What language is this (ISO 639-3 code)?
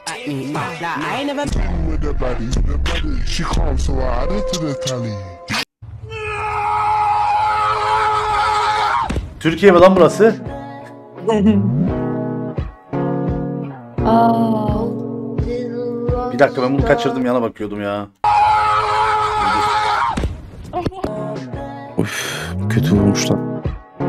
tur